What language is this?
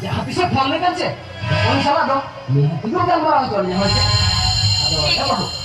Santali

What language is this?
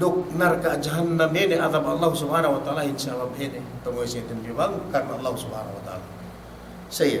Yakan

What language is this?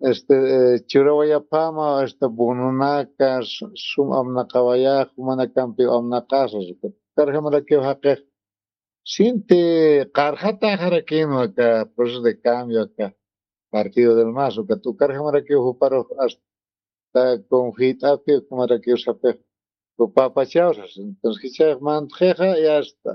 Aymara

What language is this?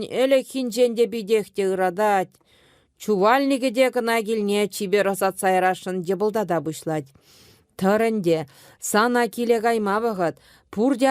Chuvash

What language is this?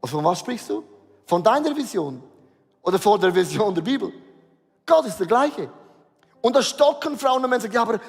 Swiss German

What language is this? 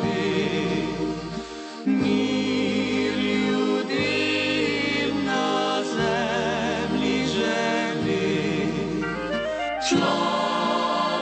Slovak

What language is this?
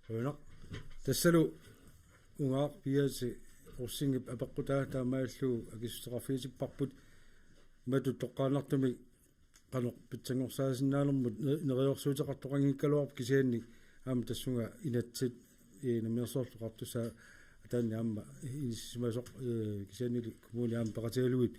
Kalaallisut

